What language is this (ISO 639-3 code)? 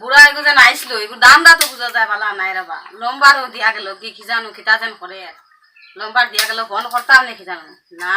syl